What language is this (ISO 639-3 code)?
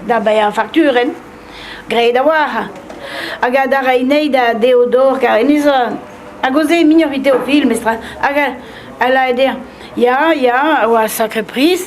bre